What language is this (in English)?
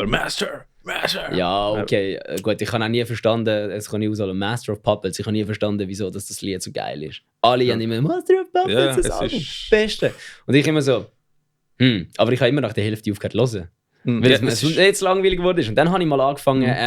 Swiss German